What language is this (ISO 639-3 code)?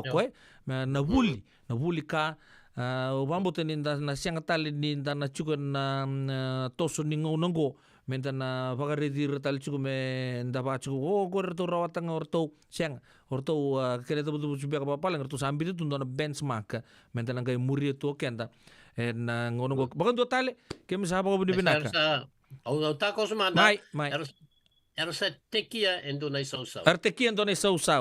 fij